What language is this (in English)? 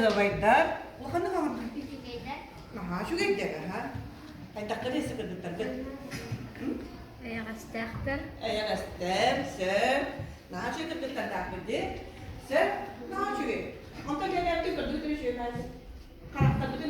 Yakut